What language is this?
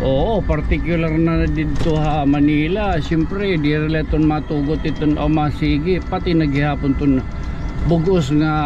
Waray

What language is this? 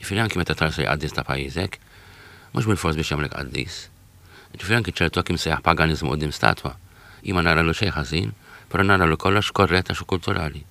Maltese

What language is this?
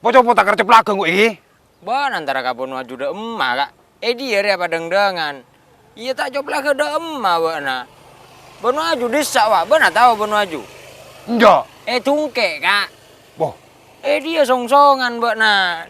Madurese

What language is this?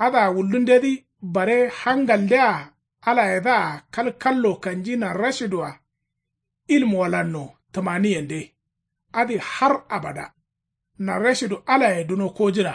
Kanuri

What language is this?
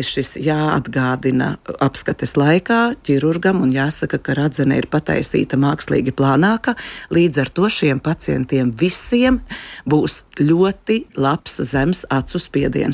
Latvian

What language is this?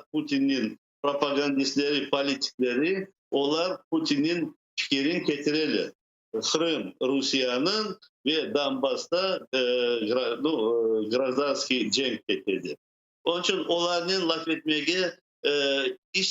Crimean Tatar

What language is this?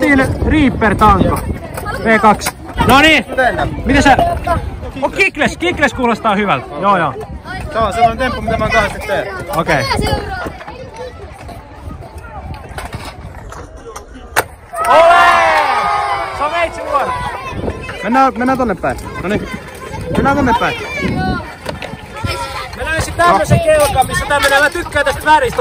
Finnish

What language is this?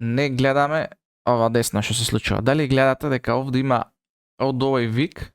Macedonian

